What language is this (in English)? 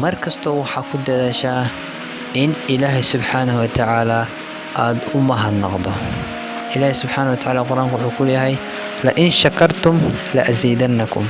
Somali